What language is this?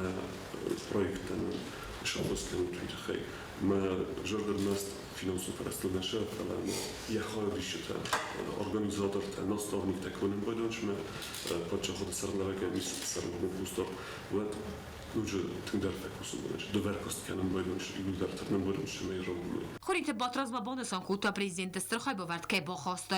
Ossetic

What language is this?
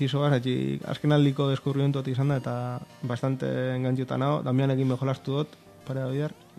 Basque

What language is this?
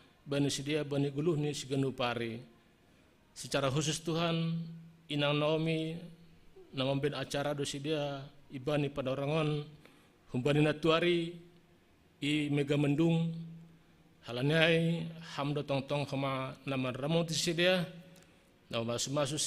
Batak Simalungun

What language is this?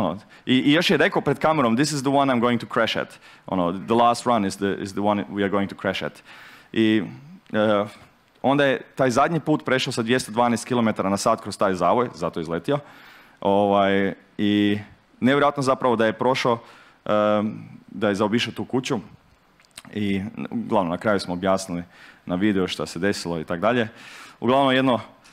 Croatian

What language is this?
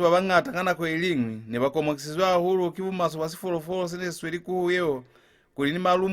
Lozi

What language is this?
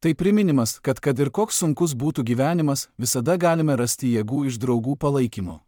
Lithuanian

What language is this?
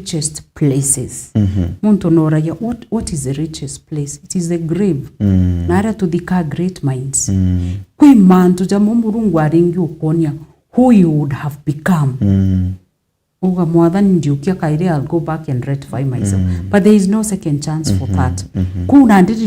Meru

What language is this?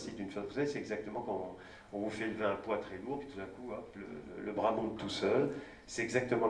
French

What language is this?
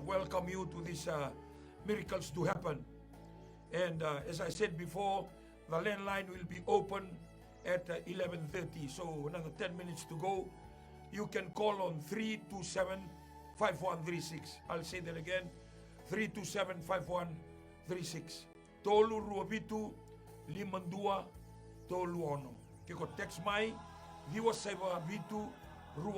Fijian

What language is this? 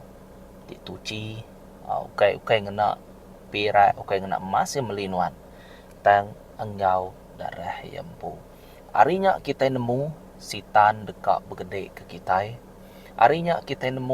Iban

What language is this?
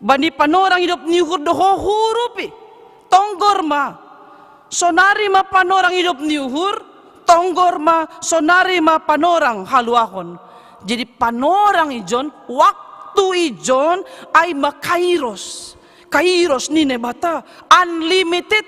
Batak Simalungun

